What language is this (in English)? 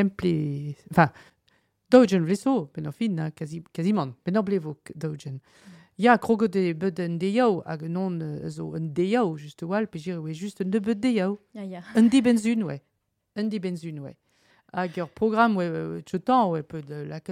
Breton